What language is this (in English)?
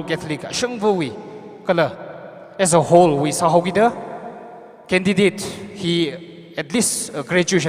Tangkhul Naga (India)